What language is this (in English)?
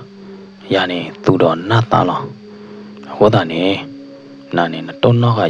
S'gaw Karen